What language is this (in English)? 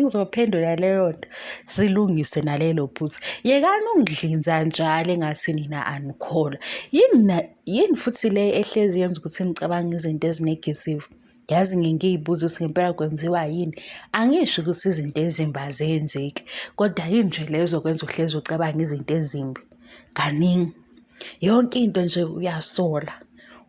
Zulu